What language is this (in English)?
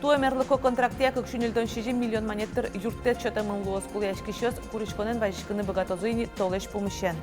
Udmurt